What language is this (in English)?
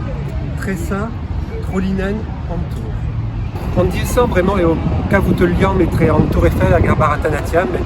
Breton